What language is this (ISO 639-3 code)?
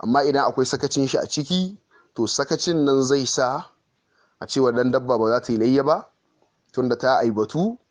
hau